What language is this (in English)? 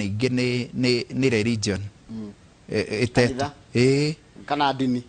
Kikuyu